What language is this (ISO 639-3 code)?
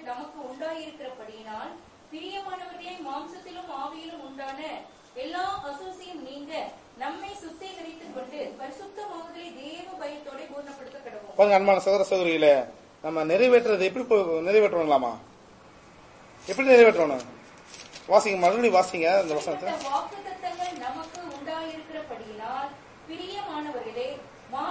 tam